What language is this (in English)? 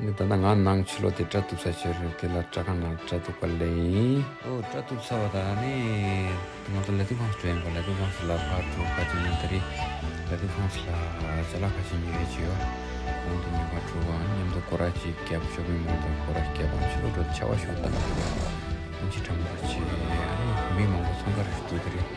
Tibetan